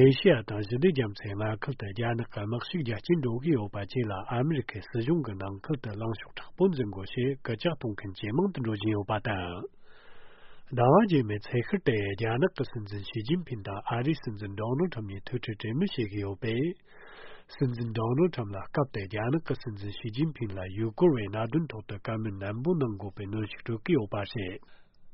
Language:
Tibetan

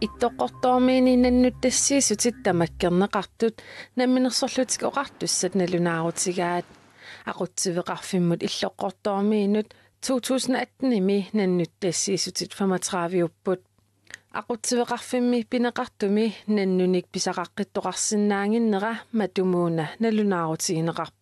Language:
Kalaallisut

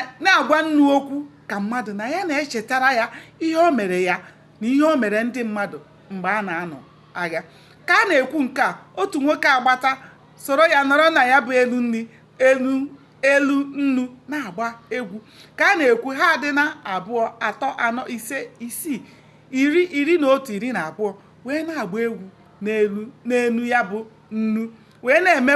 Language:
Igbo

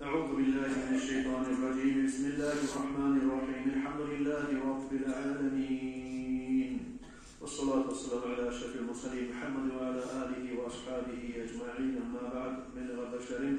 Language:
Kumyk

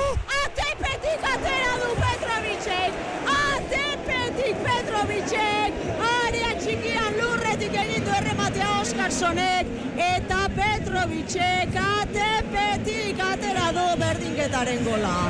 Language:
Basque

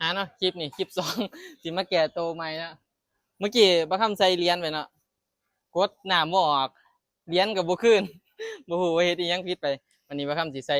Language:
Lao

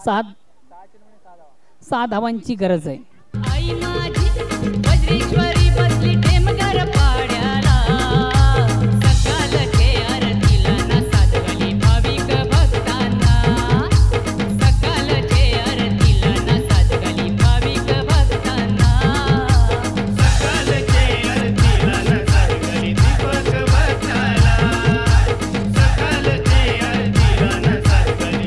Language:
Marathi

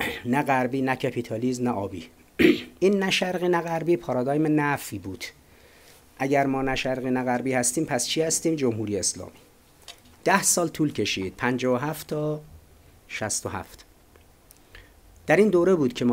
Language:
Persian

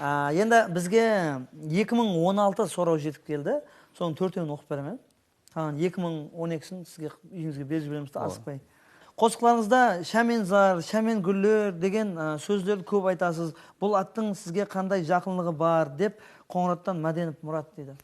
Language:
Kara-Kalpak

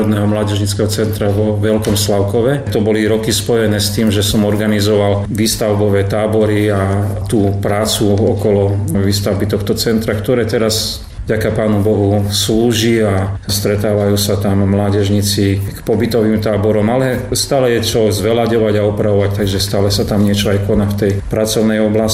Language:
Slovak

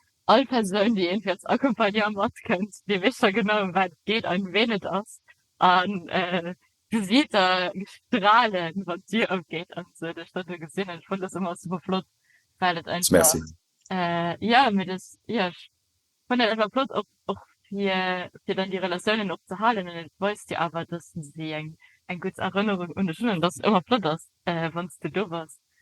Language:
Luxembourgish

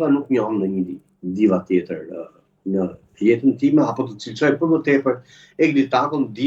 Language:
Albanian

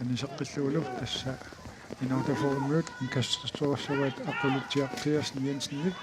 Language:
Kalaallisut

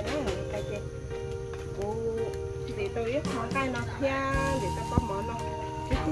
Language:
Hmong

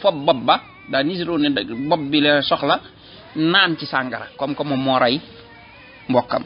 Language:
Wolof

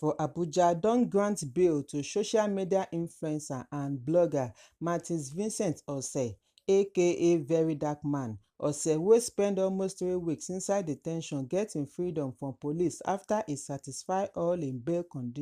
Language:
Nigerian Pidgin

